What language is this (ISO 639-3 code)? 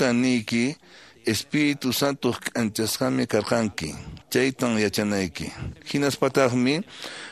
que